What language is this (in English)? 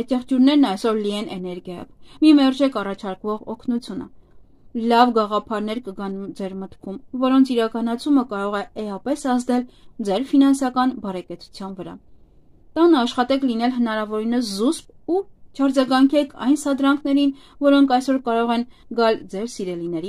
Armenian